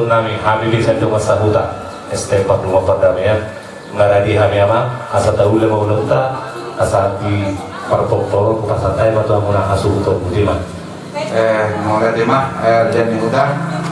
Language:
Batak Toba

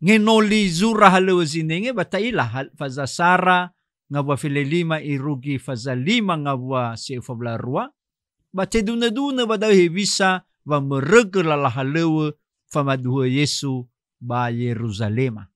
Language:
Nias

